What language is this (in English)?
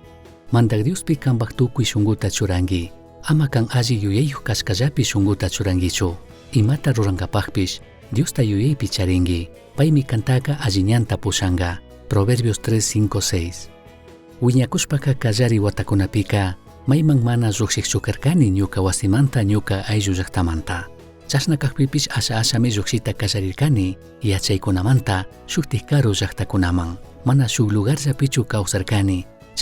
Chimborazo Highland Quichua